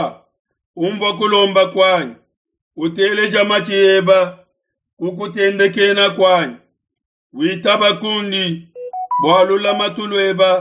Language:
Luba-Lulua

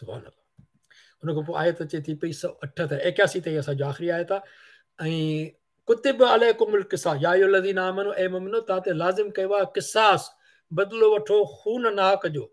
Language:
Sindhi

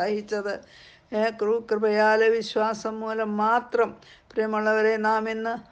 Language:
Malayalam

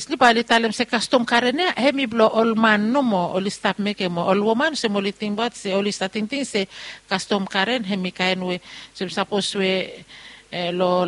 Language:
Bislama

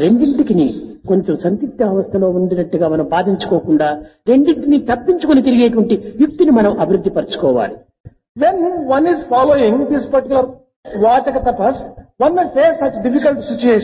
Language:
Telugu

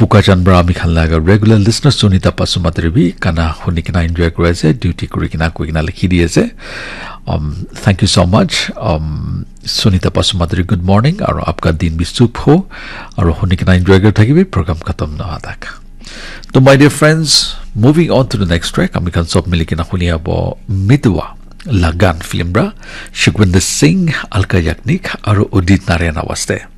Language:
Naga Pidgin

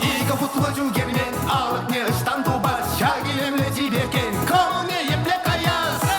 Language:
Chuvash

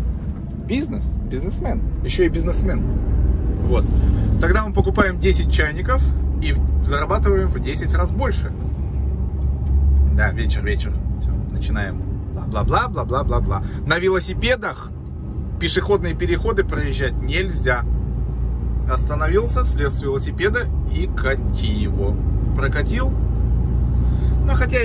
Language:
Russian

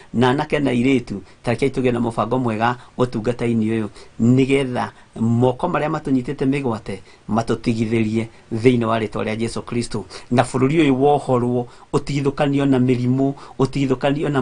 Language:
Kikuyu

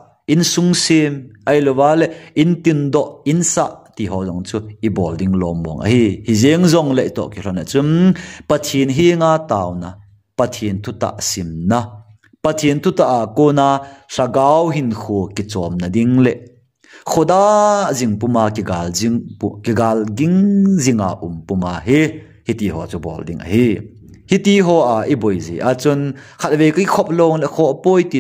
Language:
Thado Chin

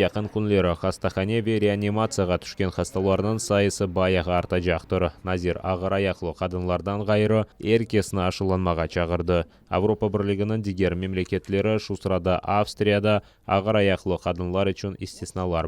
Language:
Crimean Tatar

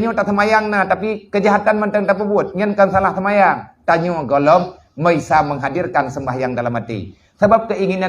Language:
Achinese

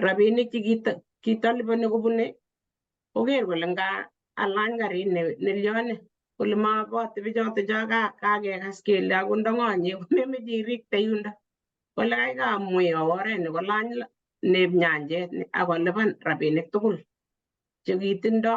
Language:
Kalenjin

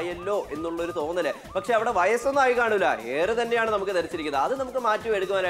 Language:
Malayalam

